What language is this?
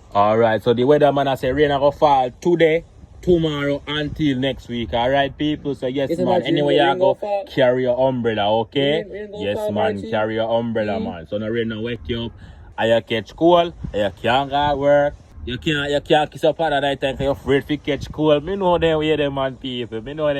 Jamaican Creole English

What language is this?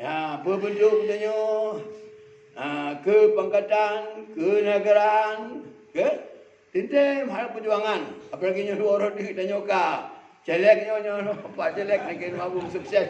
Achinese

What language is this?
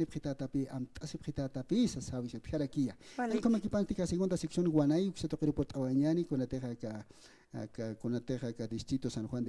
Aymara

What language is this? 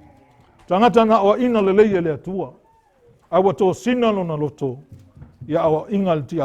Samoan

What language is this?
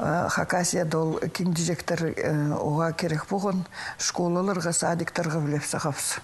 Khakas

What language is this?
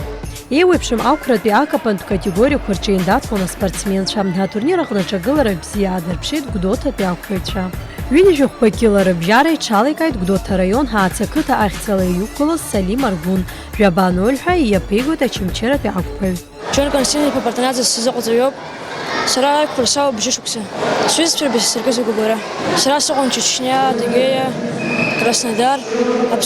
Abkhazian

